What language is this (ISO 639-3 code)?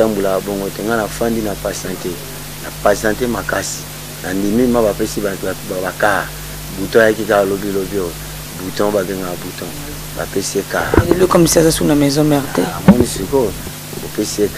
lin